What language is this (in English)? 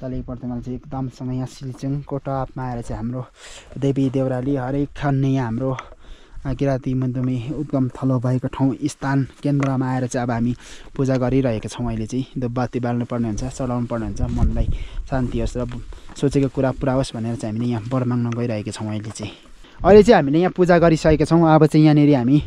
Nepali